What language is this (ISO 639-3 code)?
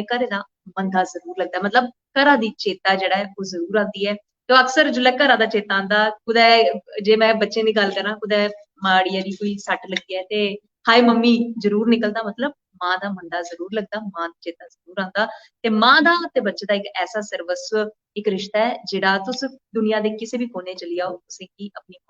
doi